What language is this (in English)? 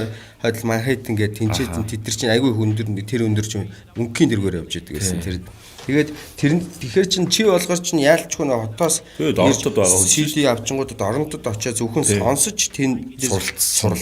Mongolian